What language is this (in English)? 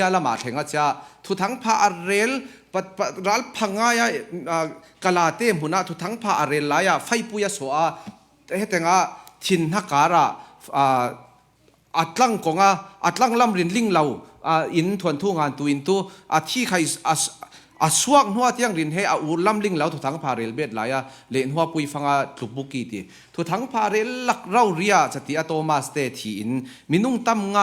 Falam Chin